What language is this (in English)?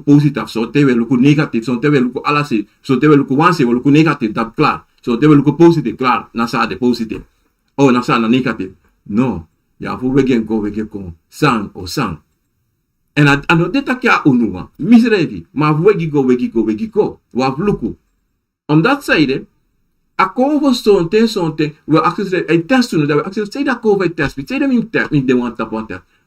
Sranan Tongo